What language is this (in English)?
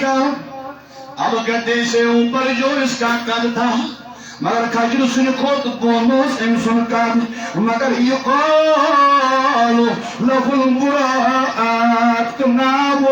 Kashmiri